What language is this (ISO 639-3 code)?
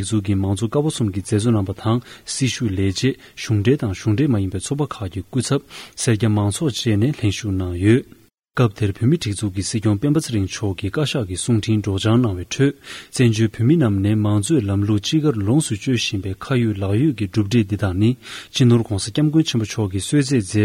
bod